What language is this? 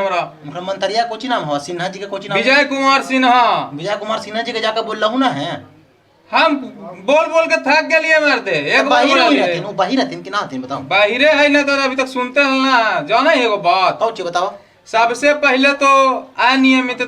Magahi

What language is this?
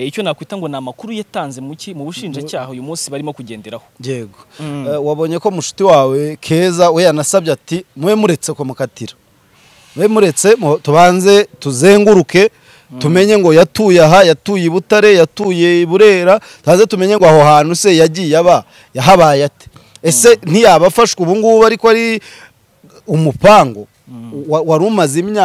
Kinyarwanda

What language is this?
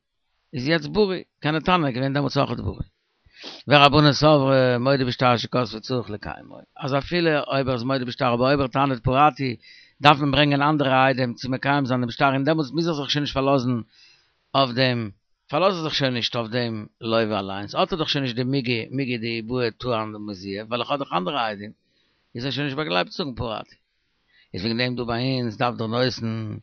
Yiddish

